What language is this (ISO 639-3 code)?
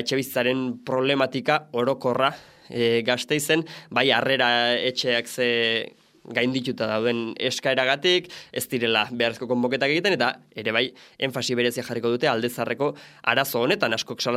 eus